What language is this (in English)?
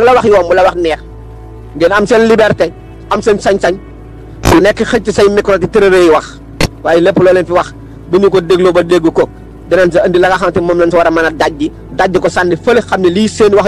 Wolof